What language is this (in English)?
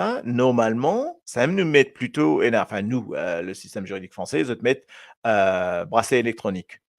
Morisyen